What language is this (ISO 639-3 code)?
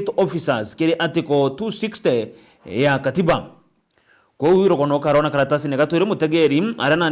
mer